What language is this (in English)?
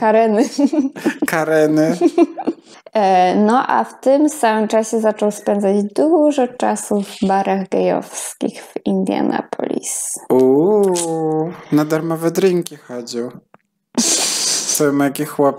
Polish